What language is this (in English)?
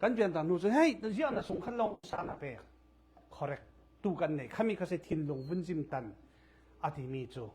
Falam Chin